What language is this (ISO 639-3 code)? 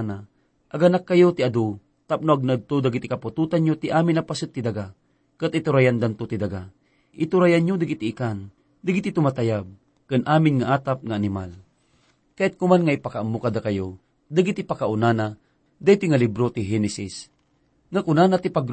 ilo